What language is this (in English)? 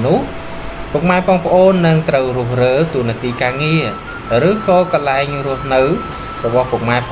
Khmer